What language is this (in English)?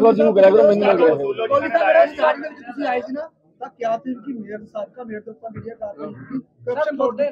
Punjabi